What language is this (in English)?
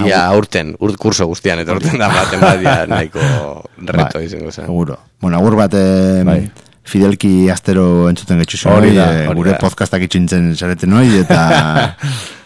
Basque